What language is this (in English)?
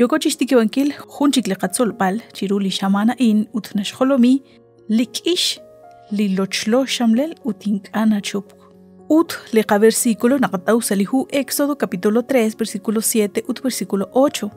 Kekchí